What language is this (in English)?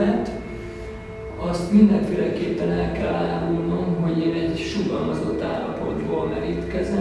Hungarian